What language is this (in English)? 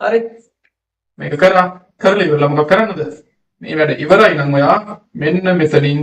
Sinhala